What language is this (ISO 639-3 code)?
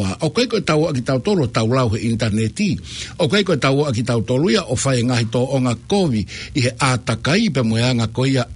ton